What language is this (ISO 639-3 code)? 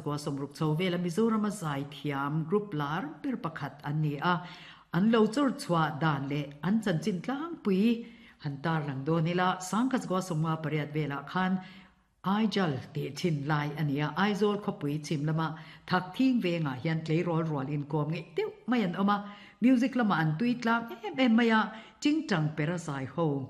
lus